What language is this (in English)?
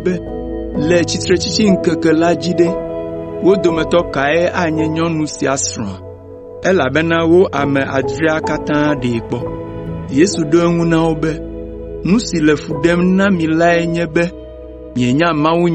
Ewe